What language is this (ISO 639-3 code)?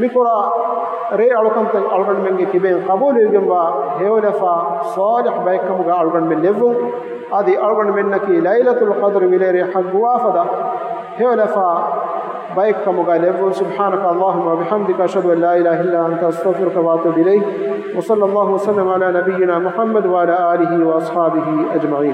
div